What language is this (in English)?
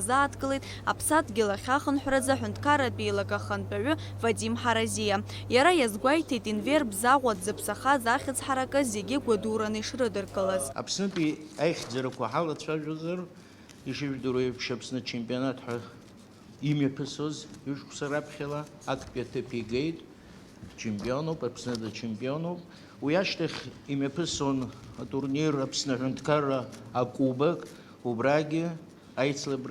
Abkhazian